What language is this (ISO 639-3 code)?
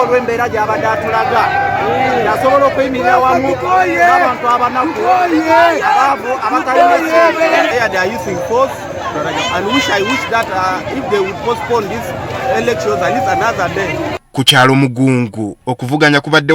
lug